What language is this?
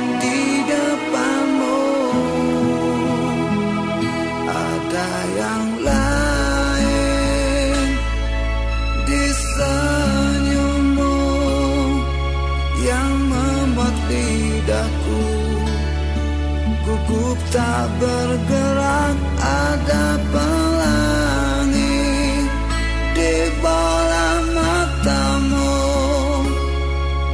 Indonesian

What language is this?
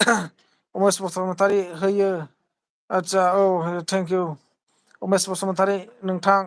Bodo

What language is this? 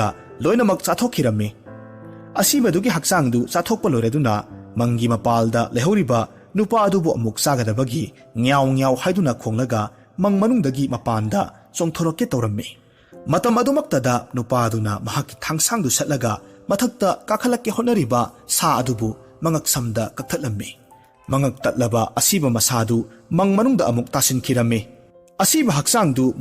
Manipuri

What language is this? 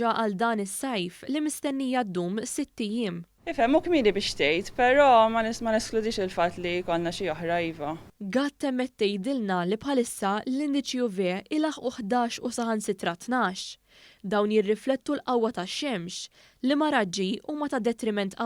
Maltese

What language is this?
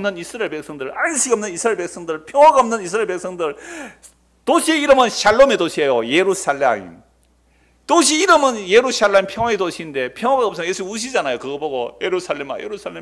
Korean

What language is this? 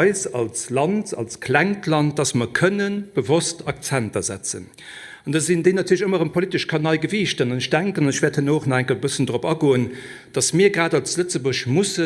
Luxembourgish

